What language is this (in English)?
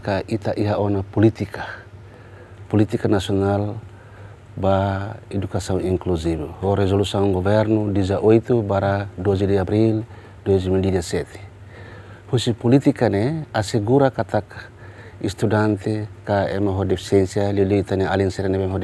Tetum